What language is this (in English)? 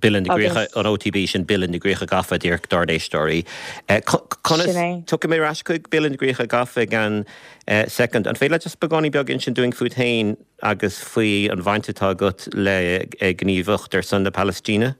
Irish